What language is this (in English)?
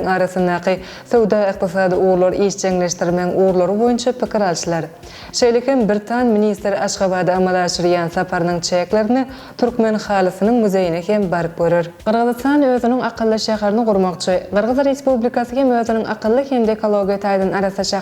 Turkmen